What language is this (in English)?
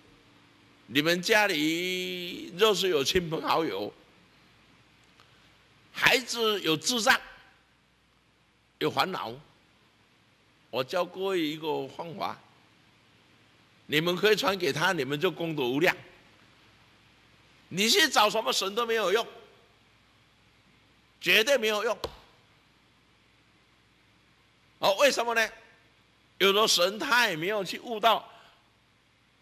Chinese